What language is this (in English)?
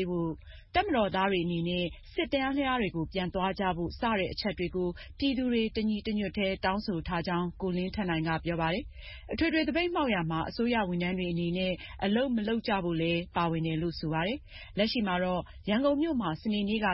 Burmese